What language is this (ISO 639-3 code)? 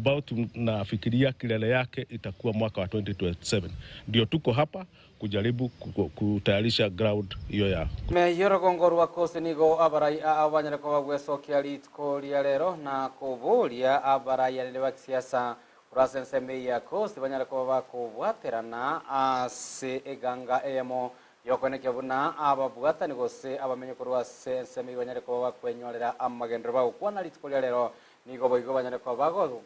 guz